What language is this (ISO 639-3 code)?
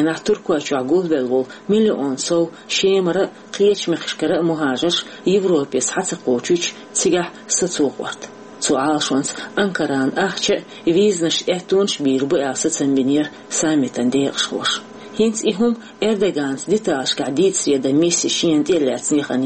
che